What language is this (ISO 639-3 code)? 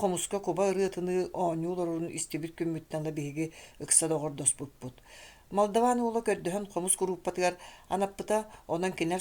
sah